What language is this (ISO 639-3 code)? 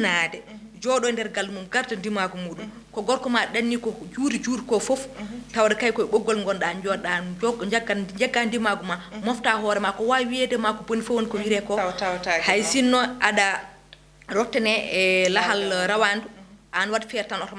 ful